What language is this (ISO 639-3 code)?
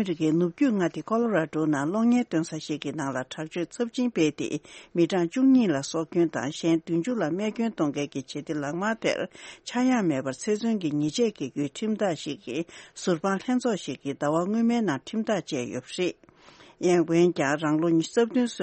bod